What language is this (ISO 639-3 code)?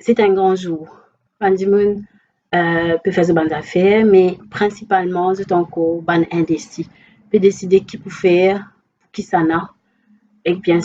mfe